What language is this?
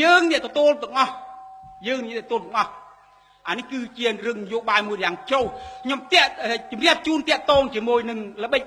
Khmer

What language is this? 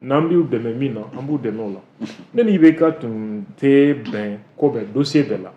Bambara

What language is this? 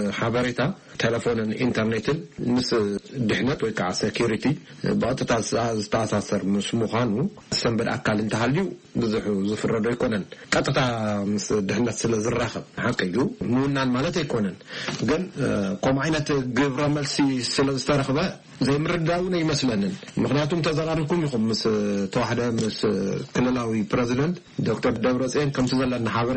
Tigrinya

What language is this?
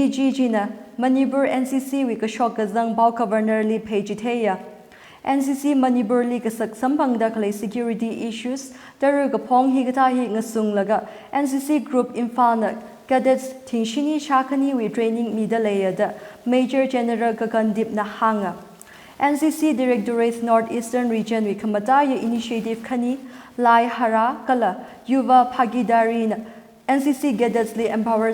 Tangkhul Naga (India)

